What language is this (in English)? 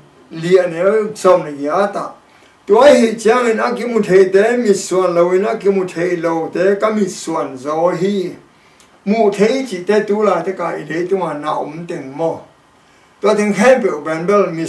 Tedim Chin